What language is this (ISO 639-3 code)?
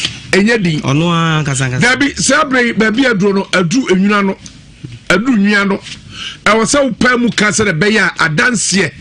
aka